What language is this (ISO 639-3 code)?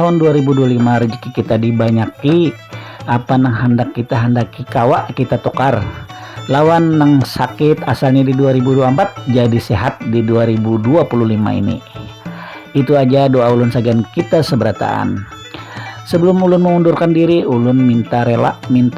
bjn